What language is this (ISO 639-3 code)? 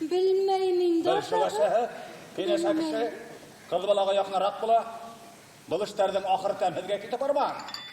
bak